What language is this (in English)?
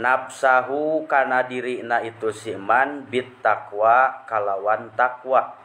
Sundanese